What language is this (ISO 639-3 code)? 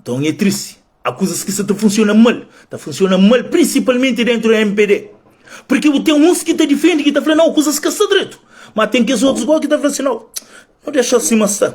kea